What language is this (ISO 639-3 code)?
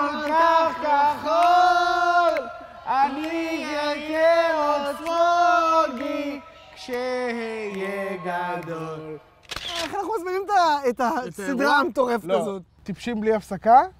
heb